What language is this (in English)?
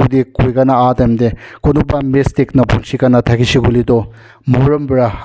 Naga Pidgin